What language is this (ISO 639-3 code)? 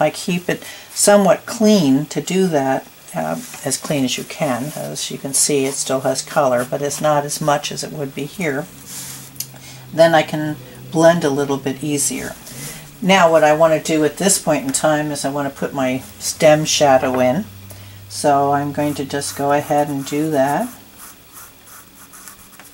eng